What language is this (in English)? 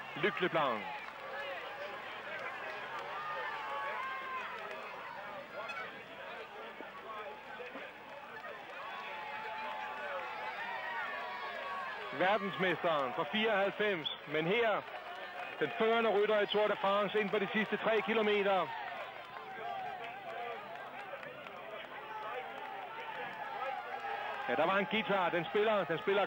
Danish